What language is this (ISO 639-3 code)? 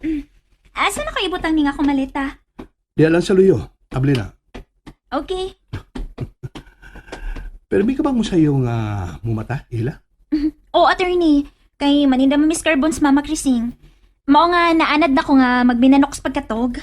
ceb